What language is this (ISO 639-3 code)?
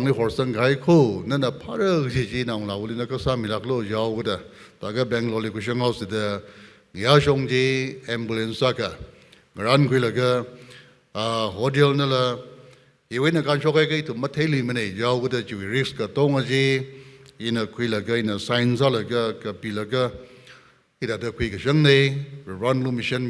nmf